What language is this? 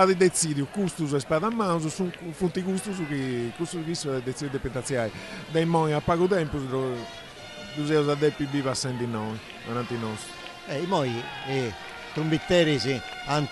Sardinian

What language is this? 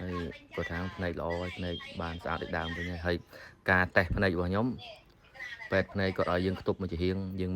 Khmer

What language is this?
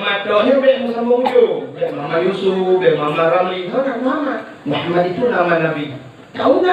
Achinese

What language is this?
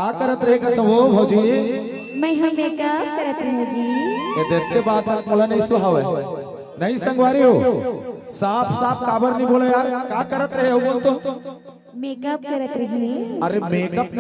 Chhattisgarhi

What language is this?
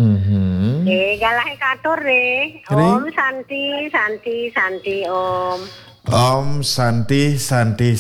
Balinese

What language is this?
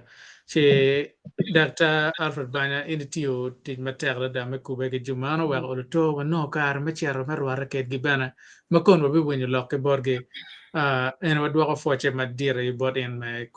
Acoli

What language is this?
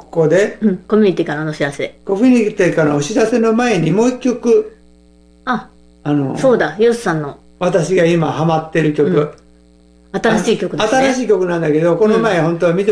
Japanese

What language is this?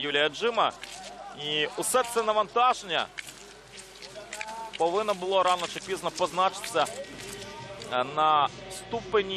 Ukrainian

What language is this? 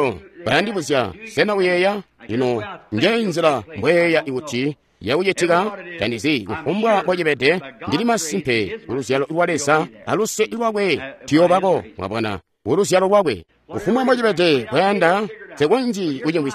Tonga (Zambia)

